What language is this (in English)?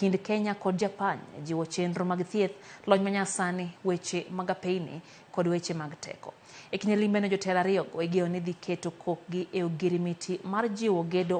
Luo (Kenya and Tanzania)